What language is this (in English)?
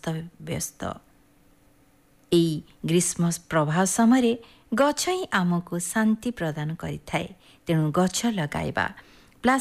Odia